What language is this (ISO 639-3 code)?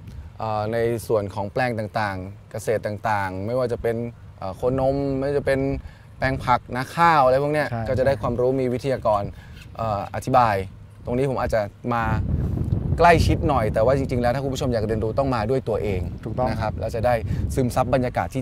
tha